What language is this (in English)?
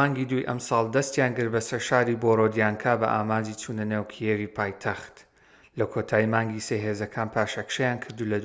Central Kurdish